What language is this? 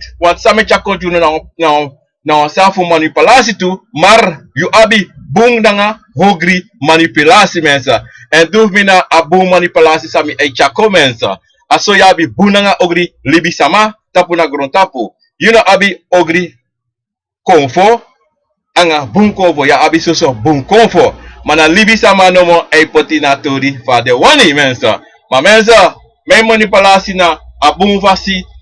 Sranan Tongo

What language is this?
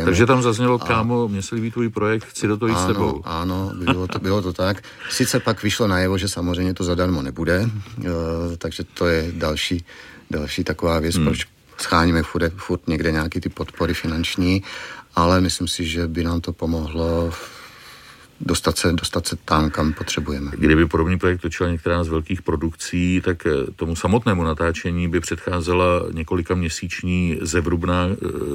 Czech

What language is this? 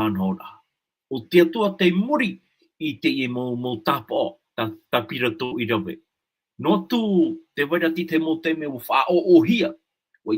Tahitian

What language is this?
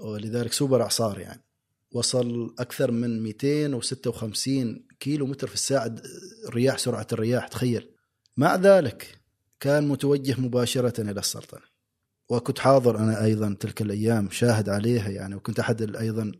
Gulf Arabic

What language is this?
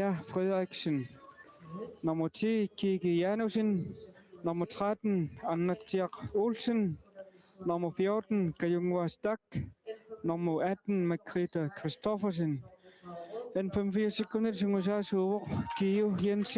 Kalaallisut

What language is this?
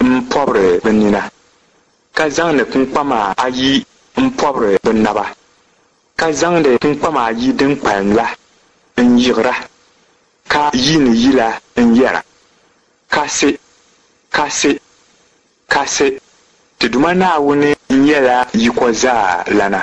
Dagbani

